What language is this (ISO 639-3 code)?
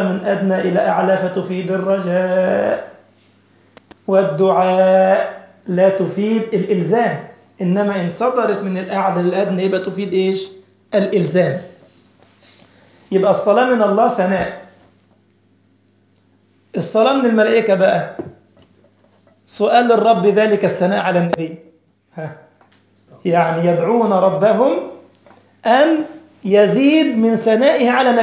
arz